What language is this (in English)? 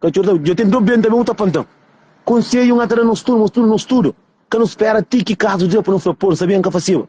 Kabuverdianu